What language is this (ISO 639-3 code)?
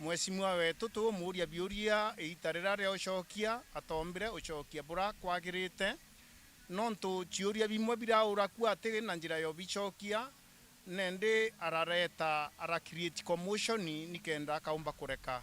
mer